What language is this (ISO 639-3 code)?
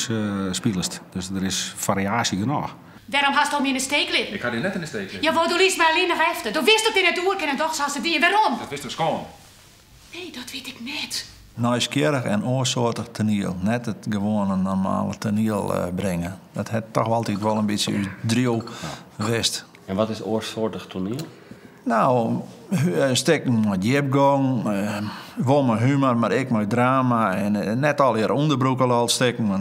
fry